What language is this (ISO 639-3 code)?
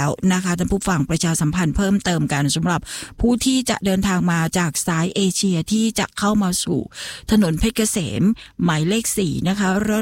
tha